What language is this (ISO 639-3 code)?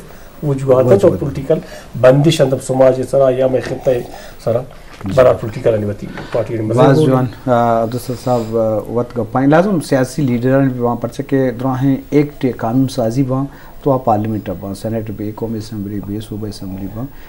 bgp